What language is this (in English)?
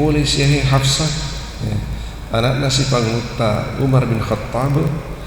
Buginese